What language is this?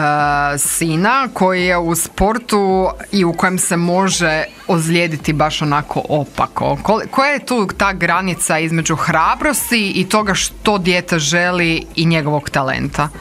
Croatian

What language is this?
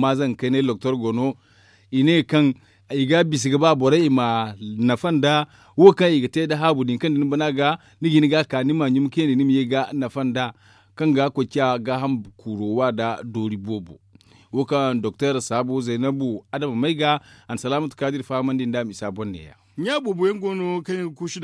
Zarma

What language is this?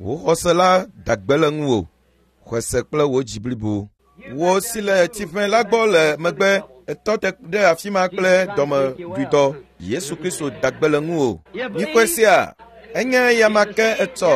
Ewe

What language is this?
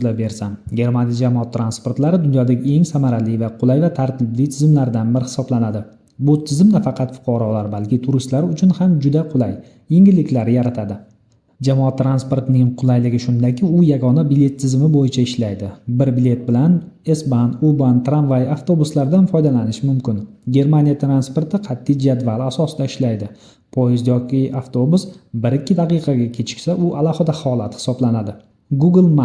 Uzbek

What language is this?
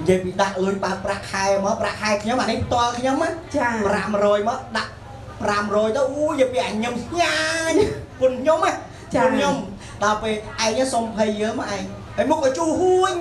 Khmer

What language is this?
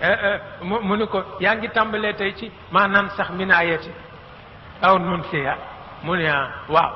Wolof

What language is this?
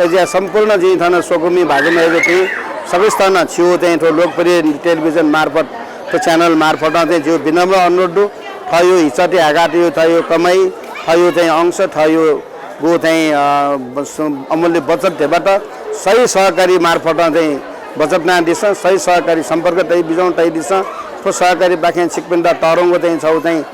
Newari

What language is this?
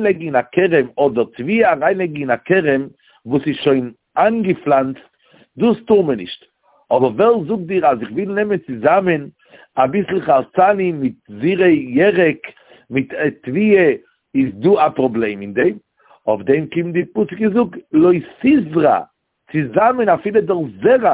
Yiddish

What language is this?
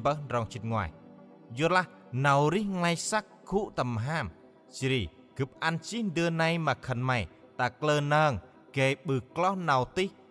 Central Mnong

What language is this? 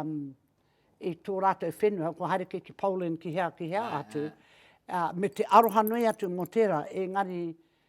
Māori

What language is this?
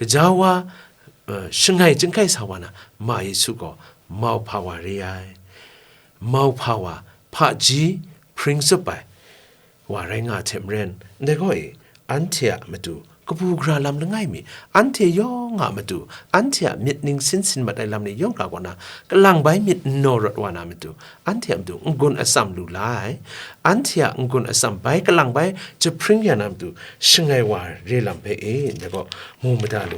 Kachin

